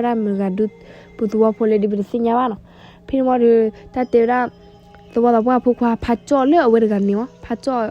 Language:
S'gaw Karen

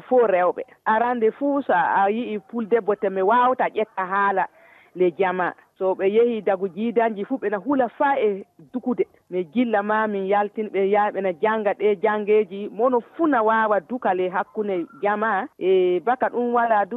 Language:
Fula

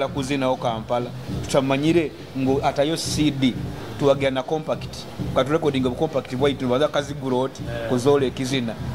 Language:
Nyoro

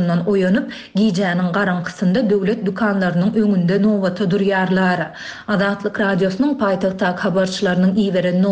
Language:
Turkmen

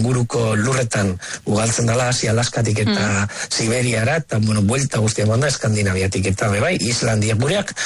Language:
Basque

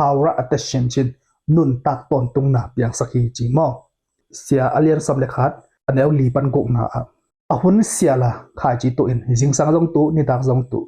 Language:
Tedim Chin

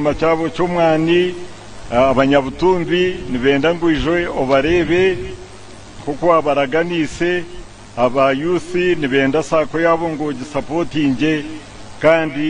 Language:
Nyankole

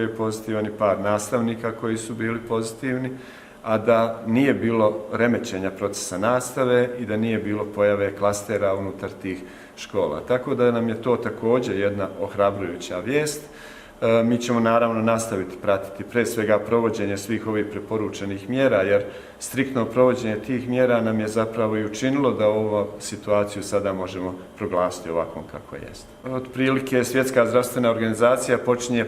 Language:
Bosnian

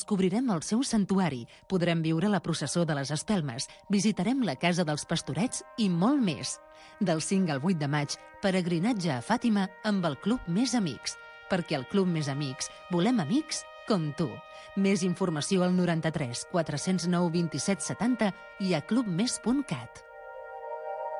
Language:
Catalan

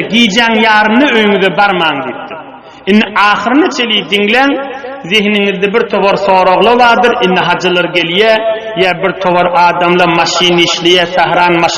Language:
Turkmen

